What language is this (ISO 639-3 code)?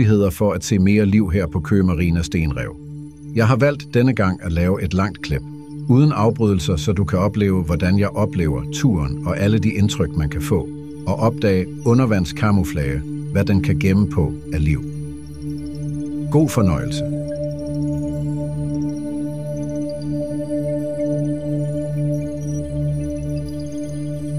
dan